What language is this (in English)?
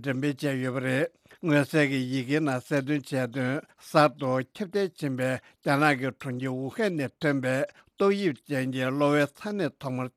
Tibetan